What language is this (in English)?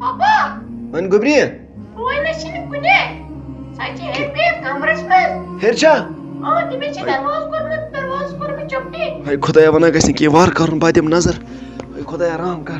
Kashmiri